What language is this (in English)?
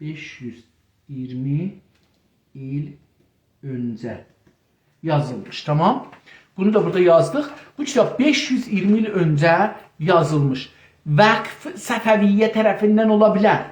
South Azerbaijani